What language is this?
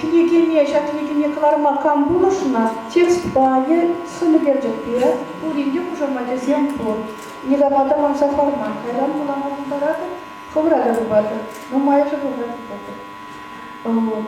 Chuvash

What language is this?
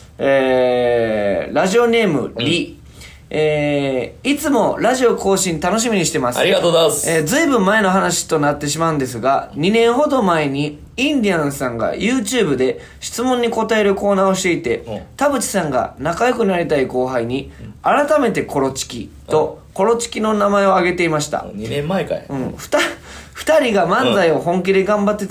Japanese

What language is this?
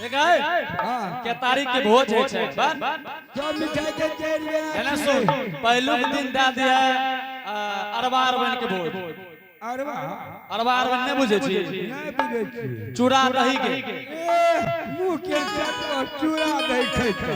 Angika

